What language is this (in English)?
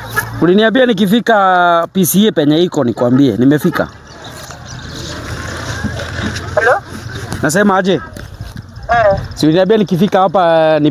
Swahili